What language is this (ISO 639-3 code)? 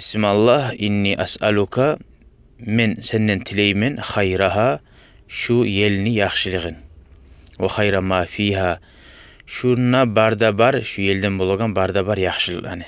kum